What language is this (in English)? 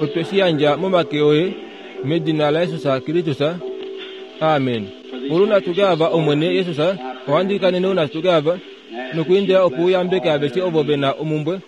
Kuanyama